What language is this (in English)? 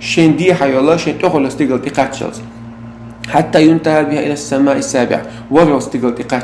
Chechen